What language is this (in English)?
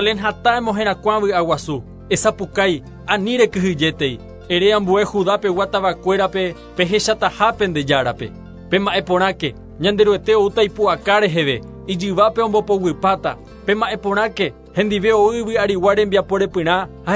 Guarani